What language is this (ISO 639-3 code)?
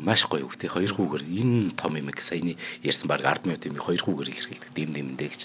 mon